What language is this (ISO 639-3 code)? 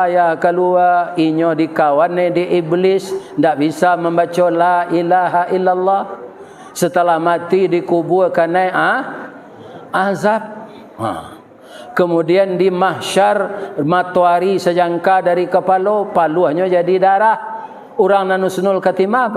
min